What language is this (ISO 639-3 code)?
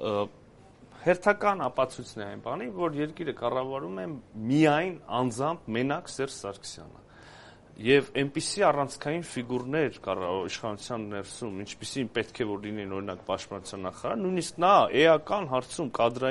hye